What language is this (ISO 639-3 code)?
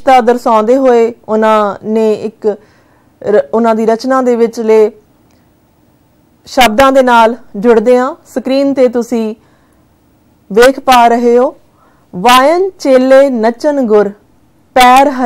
pan